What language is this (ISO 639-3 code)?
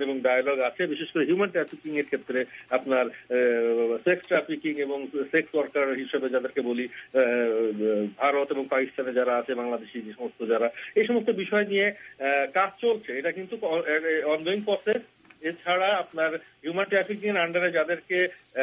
ben